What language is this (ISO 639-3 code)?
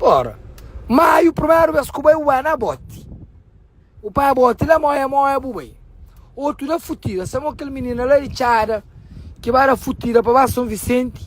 kea